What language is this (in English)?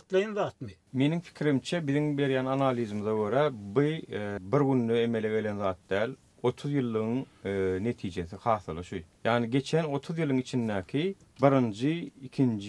Turkmen